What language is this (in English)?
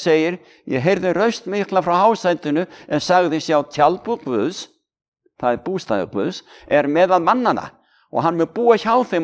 Icelandic